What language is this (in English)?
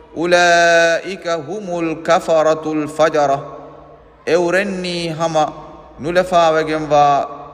Divehi